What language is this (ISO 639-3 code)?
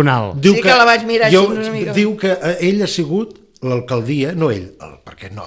cat